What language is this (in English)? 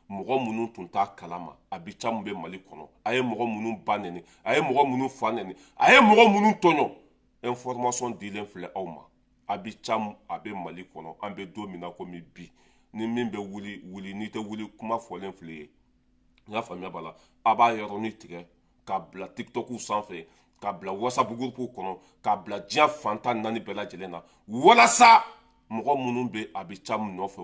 Bambara